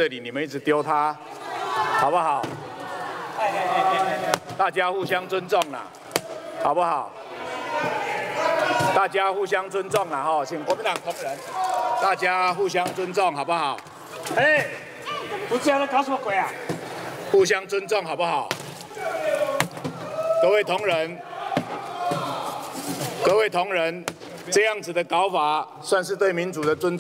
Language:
Chinese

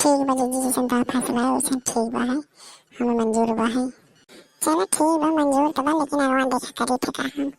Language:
Awadhi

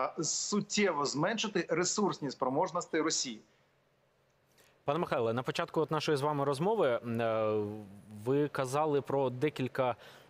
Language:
Ukrainian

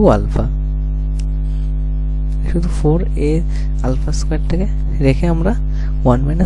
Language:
Bangla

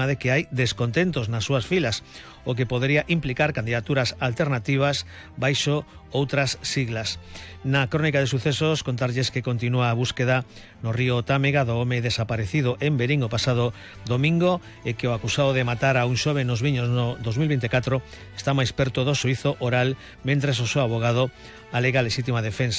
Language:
Galician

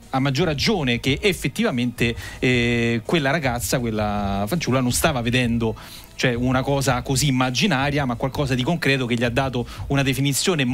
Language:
Italian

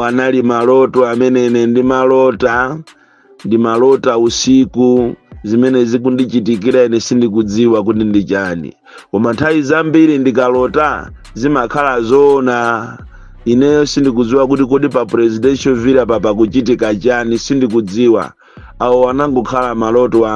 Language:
Nyanja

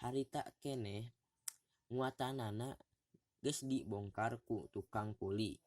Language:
Sundanese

